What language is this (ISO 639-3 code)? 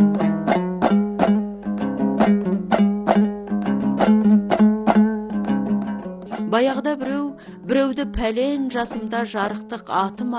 kaz